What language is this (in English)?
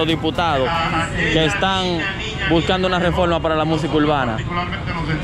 Spanish